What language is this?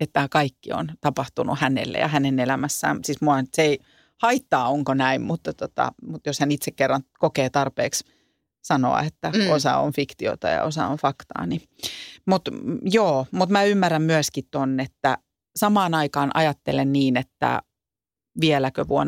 Finnish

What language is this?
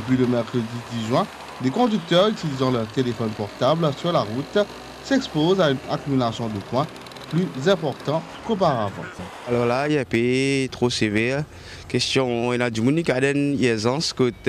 Morisyen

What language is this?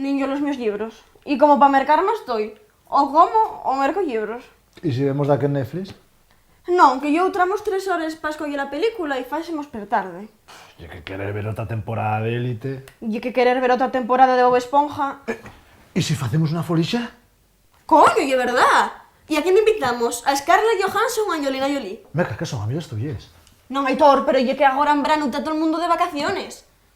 Asturian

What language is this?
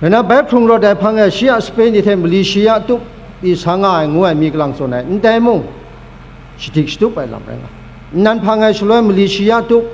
Kachin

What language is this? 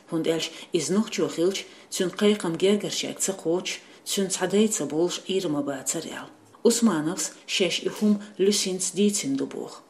Chechen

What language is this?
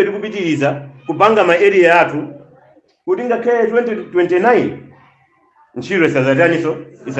Nyanja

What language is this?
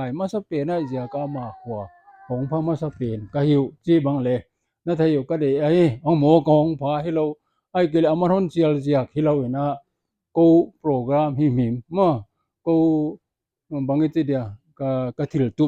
Paite Chin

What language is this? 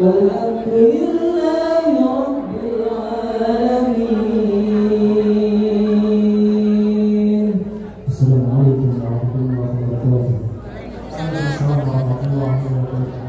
Betawi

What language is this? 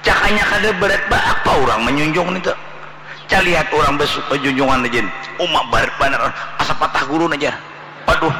Banjar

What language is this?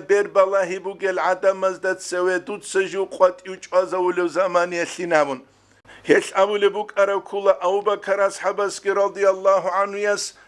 Avaric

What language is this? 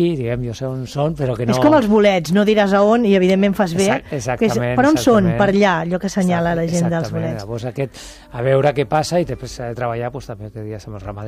Catalan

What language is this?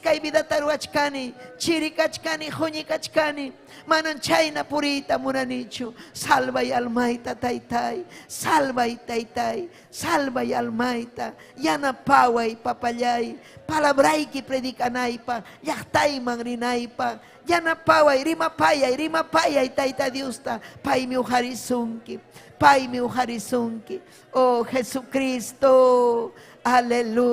Ayacucho Quechua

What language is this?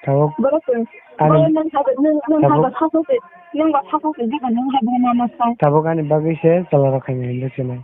Kok Borok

